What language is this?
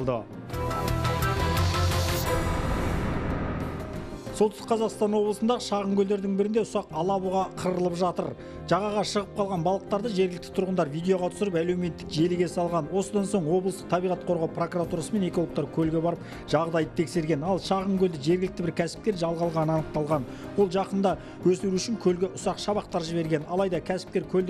Kazakh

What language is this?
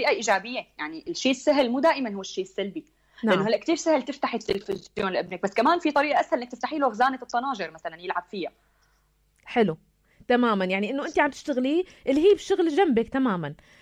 North Levantine Arabic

